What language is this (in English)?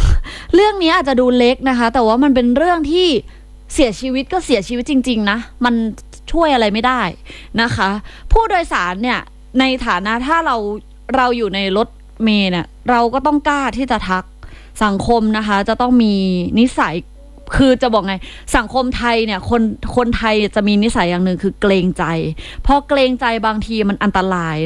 Thai